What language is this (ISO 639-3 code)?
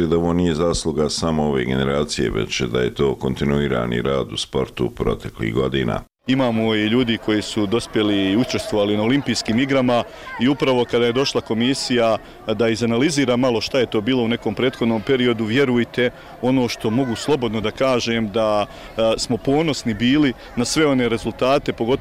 bos